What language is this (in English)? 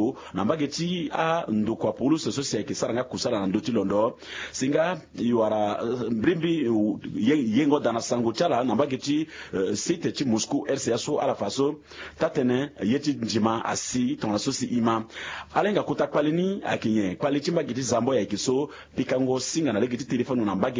Sango